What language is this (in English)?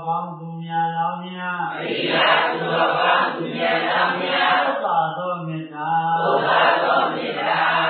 Burmese